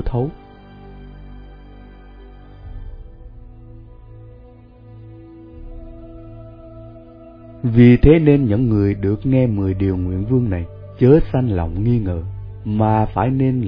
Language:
Vietnamese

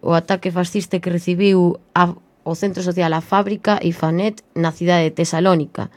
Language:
Galician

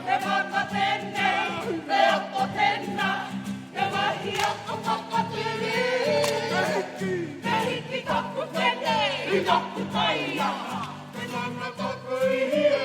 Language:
Māori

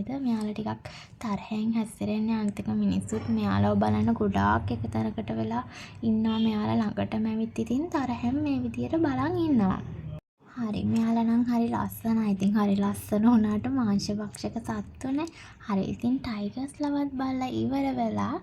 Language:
Sinhala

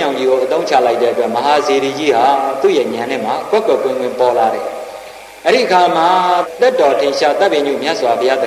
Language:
Burmese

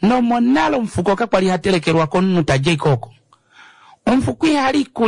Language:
Kuanyama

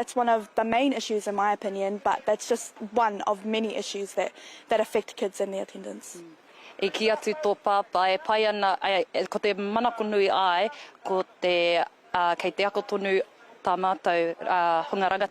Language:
Māori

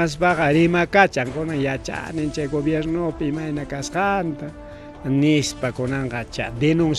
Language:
Ayacucho Quechua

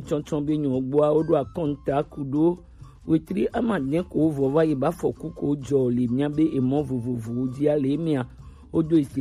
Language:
Gen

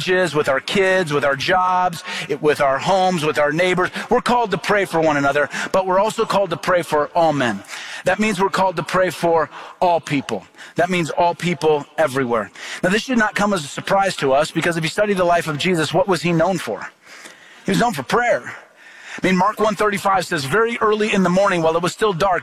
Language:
English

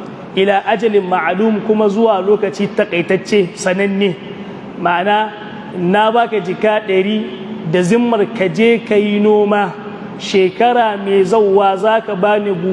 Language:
Hausa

